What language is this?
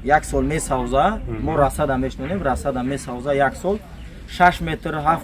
Tajik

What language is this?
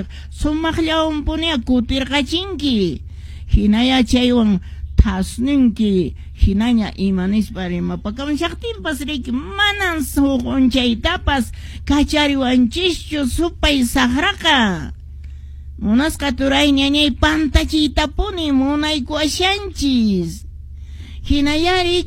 Quechua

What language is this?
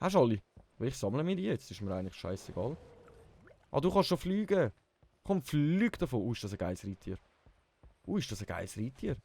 Swiss German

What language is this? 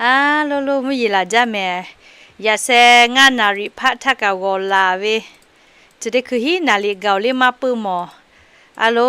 Lahu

